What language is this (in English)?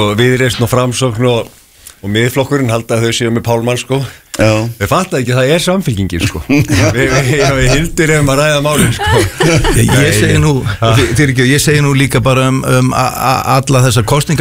Icelandic